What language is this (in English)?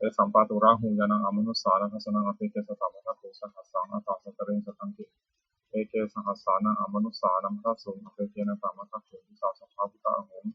Pali